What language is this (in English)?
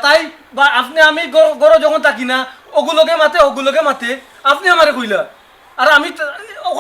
Sylheti